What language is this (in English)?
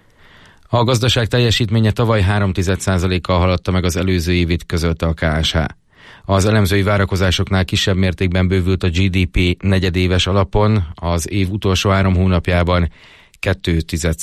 Hungarian